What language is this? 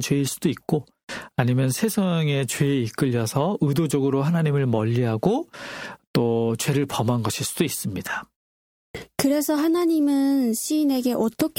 Korean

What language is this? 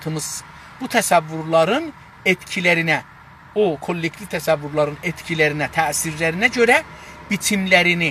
South Azerbaijani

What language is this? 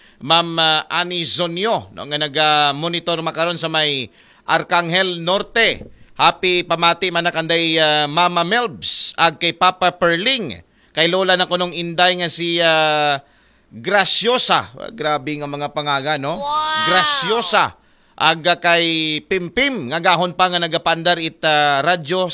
Aklanon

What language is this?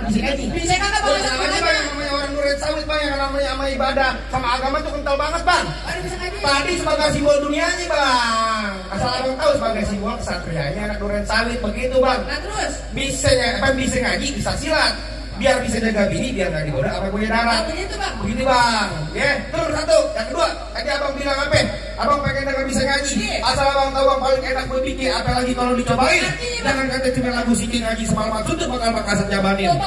Betawi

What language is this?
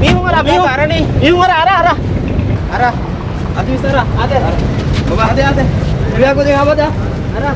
Divehi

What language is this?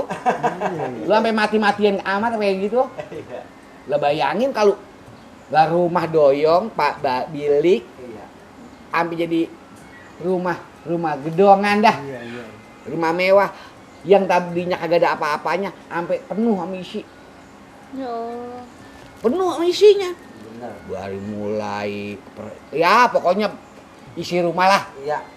Betawi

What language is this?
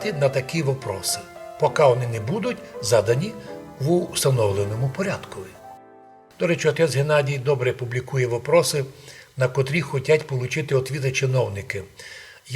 Rusyn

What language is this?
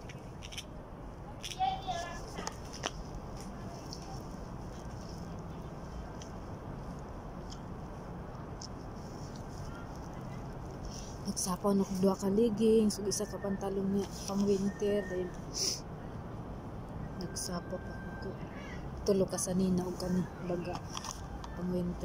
Cebuano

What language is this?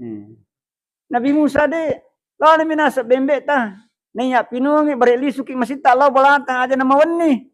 Buginese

